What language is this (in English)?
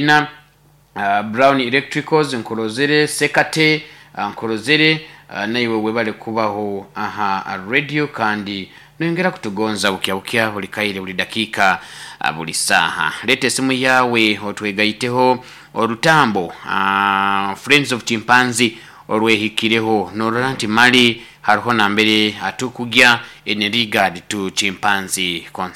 Nyoro